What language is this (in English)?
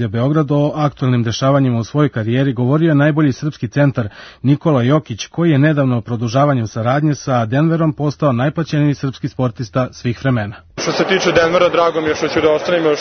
Serbian